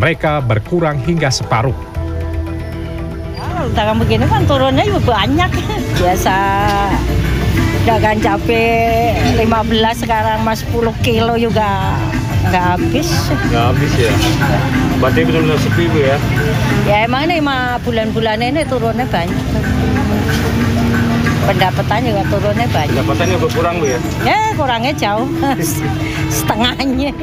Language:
Indonesian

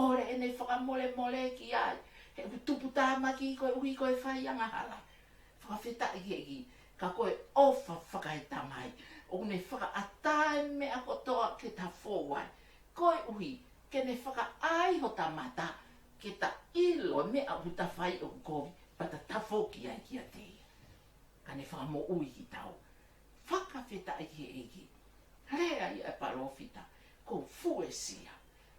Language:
Tongan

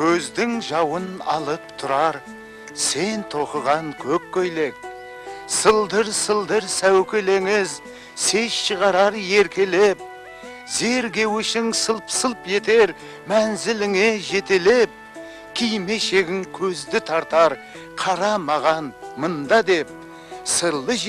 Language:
Kara-Kalpak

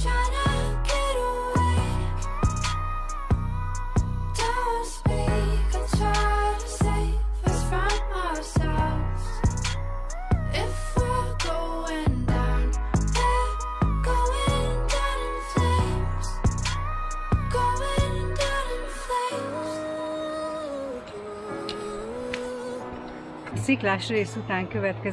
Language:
Hungarian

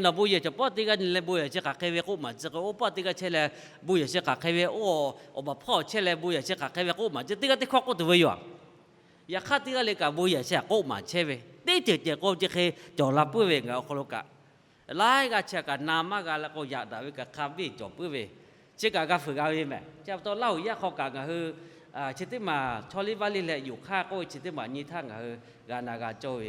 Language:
Lahu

